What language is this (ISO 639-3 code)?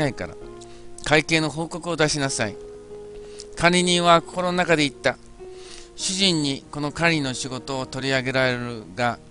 jpn